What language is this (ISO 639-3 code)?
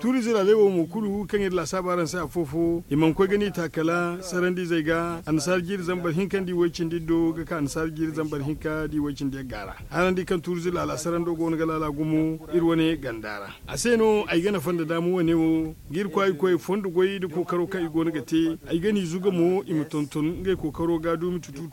dje